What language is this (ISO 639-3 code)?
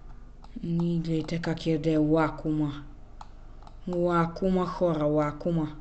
bul